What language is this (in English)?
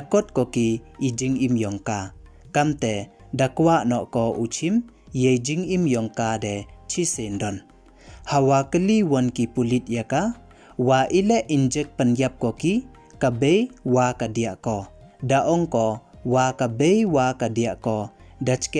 Pnar